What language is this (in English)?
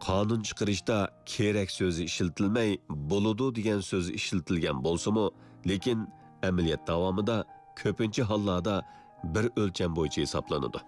Uyghur